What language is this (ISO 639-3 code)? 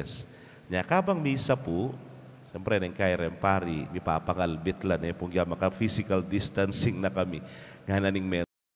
pam